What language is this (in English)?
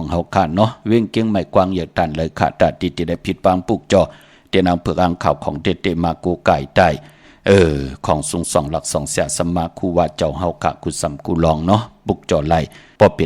Shan